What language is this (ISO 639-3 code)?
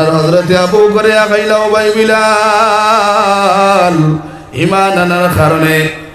syl